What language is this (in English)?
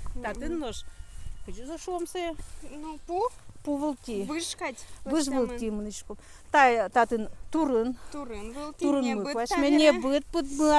Udmurt